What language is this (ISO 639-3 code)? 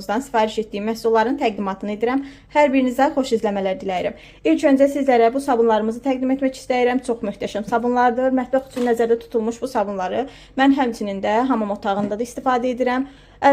aze